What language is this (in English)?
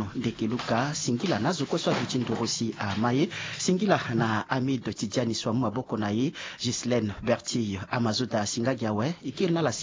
Sango